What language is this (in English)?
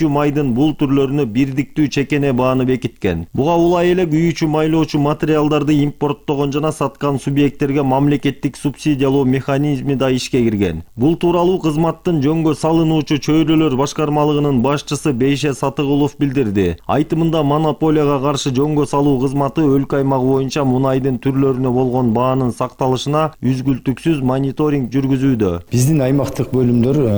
Kyrgyz